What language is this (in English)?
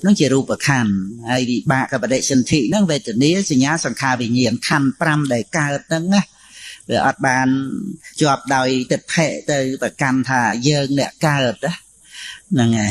Khmer